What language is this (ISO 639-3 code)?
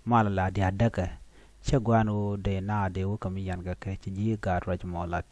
nus